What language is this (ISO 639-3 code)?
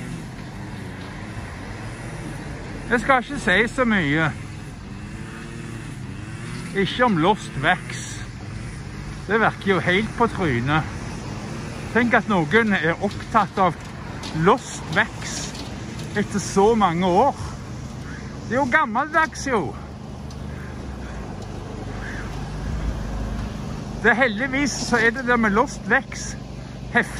nor